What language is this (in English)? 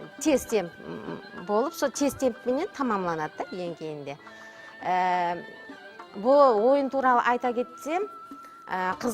Kara-Kalpak